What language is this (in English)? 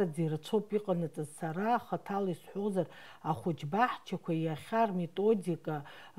Abkhazian